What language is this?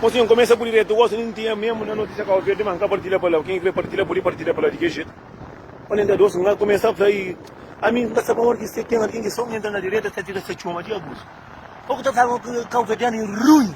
Kabuverdianu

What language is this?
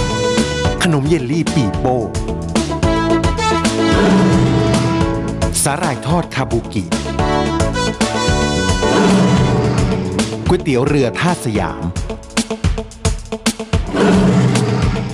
Thai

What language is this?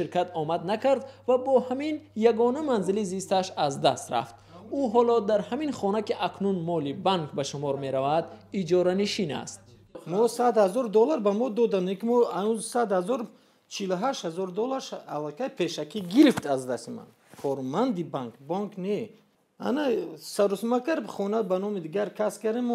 Tajik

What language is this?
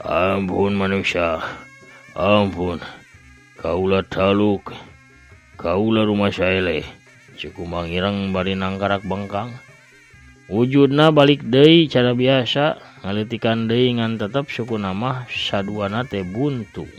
Sundanese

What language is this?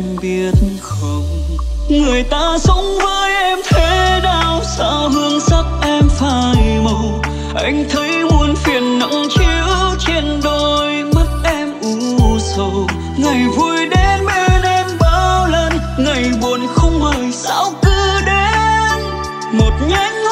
Vietnamese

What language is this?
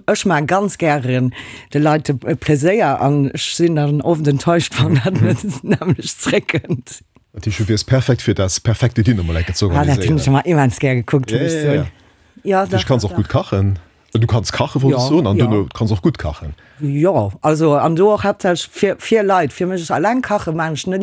Luxembourgish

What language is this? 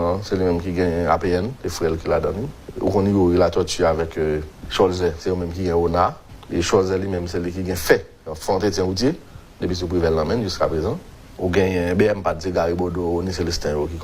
Haitian Creole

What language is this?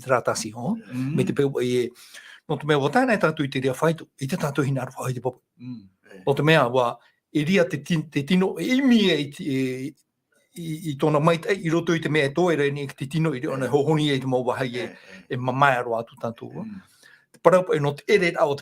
Tahitian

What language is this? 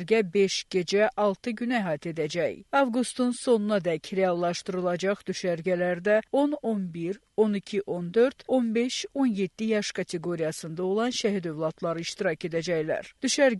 Azerbaijani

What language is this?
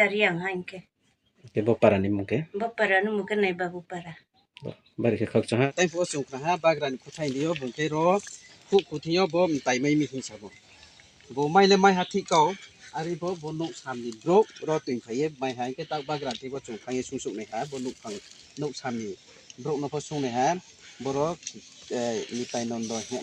Riang (India)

